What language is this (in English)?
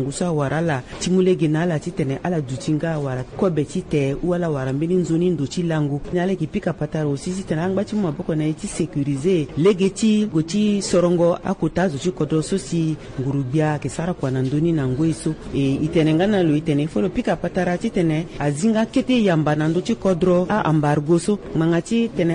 Sango